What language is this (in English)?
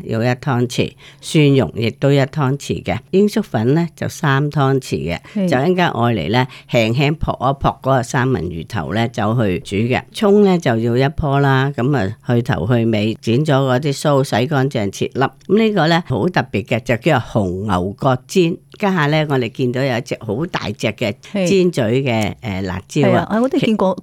Cantonese